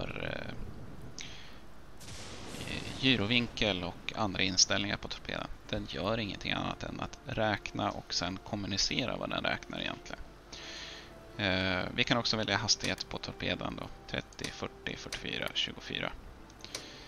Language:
Swedish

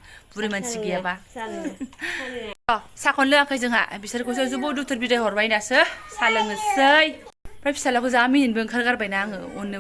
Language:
Bodo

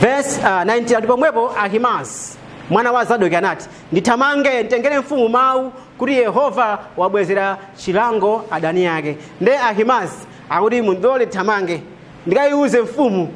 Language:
Nyanja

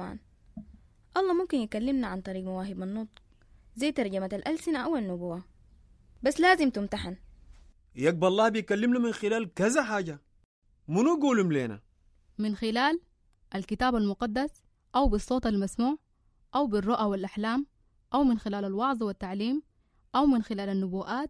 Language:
Sudanese Arabic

